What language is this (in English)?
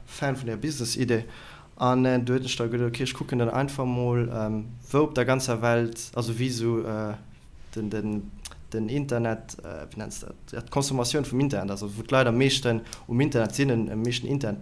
Luxembourgish